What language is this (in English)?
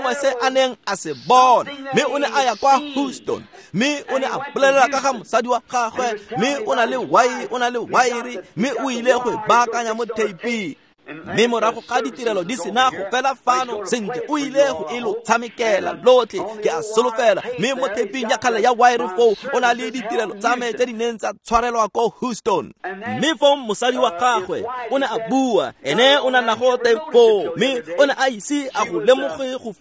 Tswana